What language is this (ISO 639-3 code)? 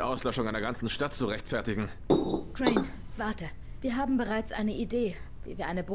gsw